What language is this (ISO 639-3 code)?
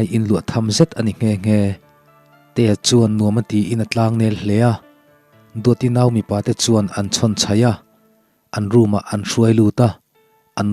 lus